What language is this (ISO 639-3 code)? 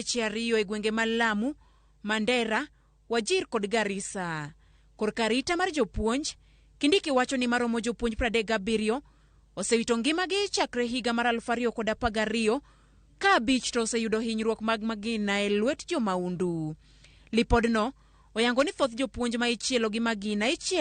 luo